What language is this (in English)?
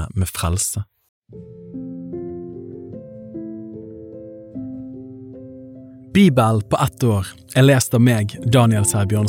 Norwegian